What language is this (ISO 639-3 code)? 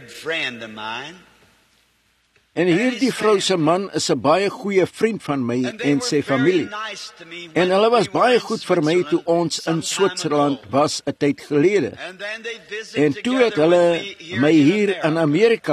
afr